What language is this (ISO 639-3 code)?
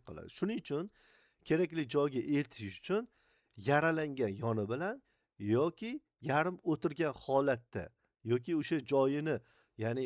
uzb